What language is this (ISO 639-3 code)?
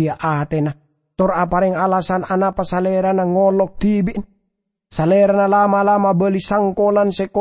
mad